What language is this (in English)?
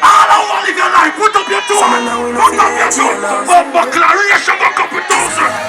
Jamaican Creole English